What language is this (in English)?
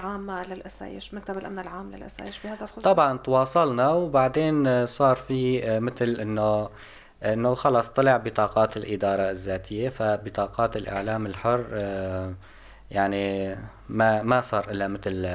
North Levantine Arabic